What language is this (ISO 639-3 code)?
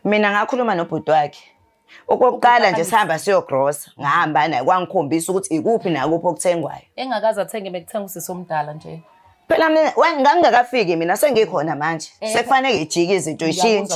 zul